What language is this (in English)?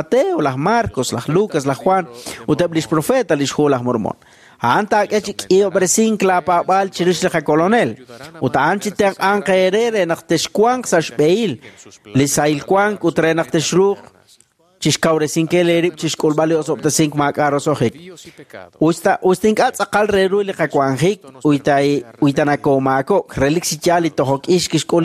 Kekchí